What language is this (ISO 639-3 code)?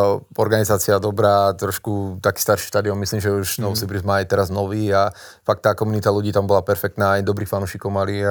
slk